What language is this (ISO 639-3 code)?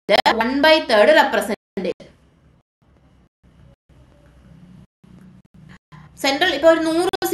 mal